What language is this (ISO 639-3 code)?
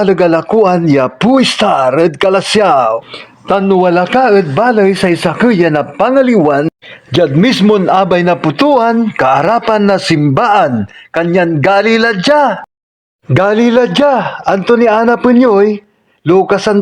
pag